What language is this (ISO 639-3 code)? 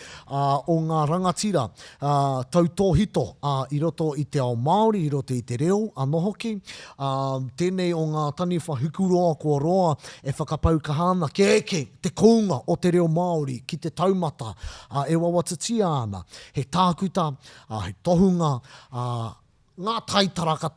mri